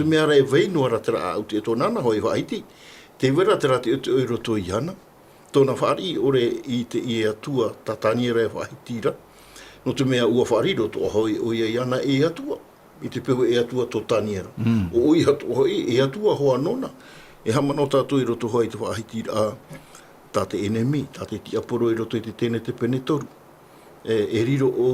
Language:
Tahitian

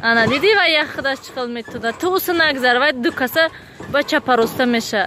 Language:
Tajik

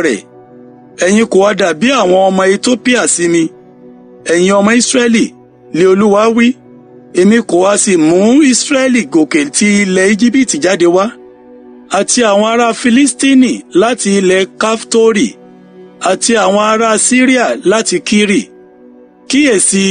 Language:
Yoruba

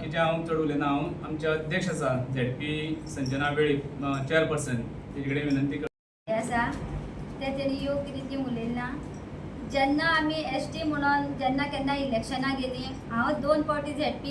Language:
Konkani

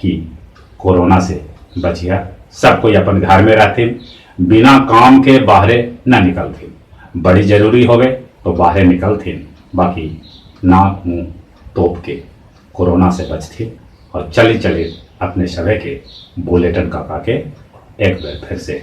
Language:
Magahi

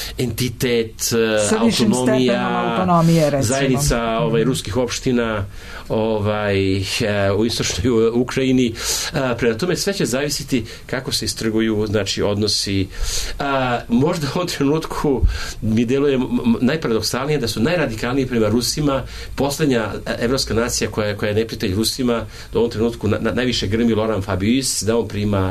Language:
Serbian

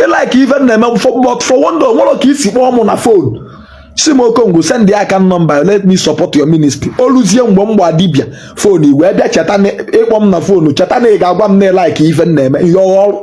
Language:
Igbo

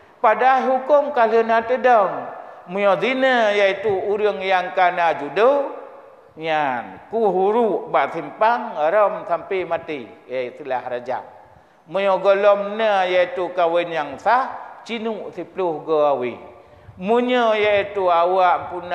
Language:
Achinese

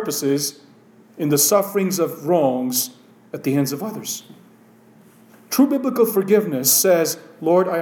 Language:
English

